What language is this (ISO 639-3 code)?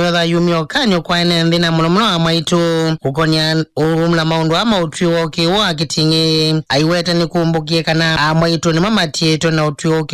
kam